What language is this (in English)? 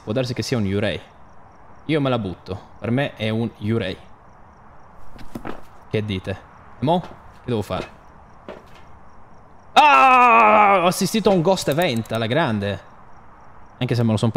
Italian